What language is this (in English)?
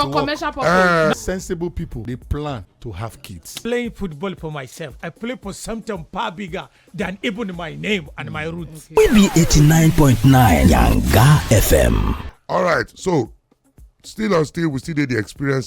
Nigerian Pidgin